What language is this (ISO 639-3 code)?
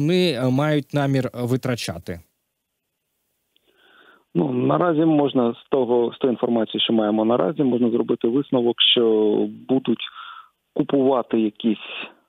ukr